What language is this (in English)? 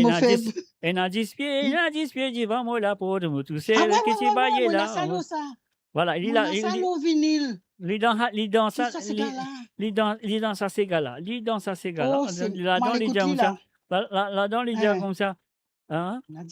Morisyen